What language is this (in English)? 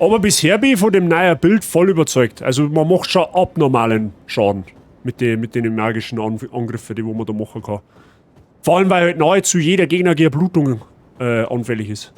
Bavarian